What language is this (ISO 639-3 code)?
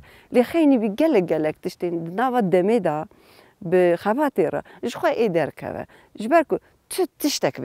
kur